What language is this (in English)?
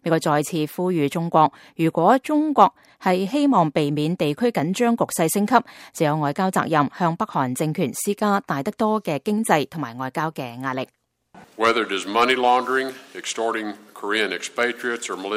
Cantonese